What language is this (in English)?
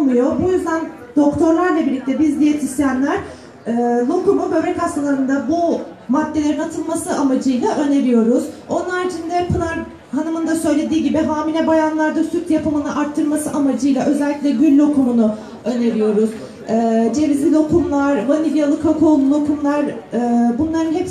Turkish